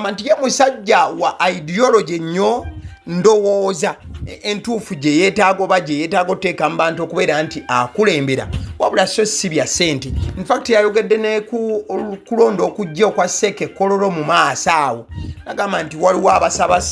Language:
Ganda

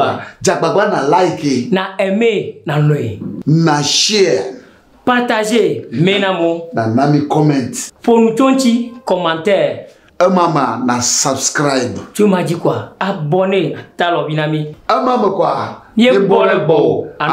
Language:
Ewe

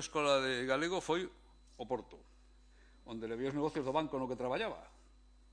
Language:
Galician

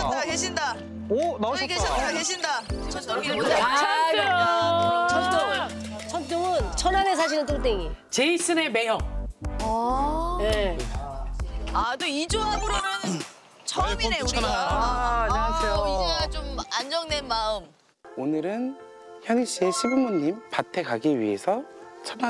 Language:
Korean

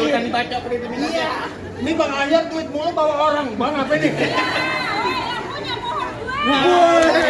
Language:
Betawi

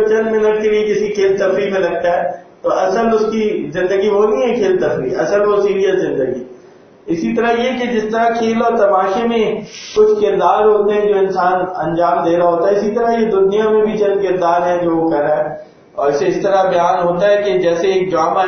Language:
Urdu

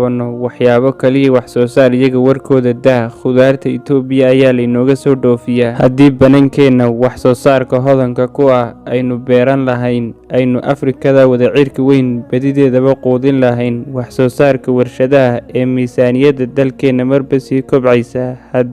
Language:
Somali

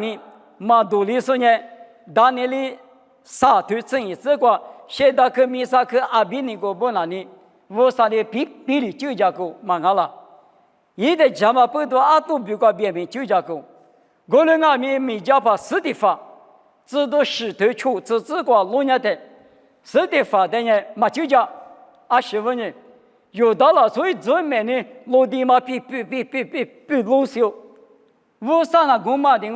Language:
Lisu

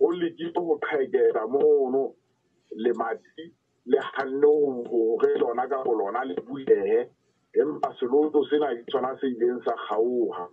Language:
Southern Sotho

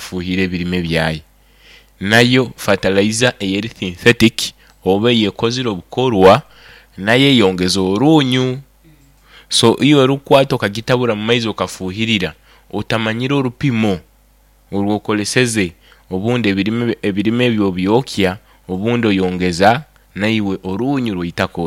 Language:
Nyoro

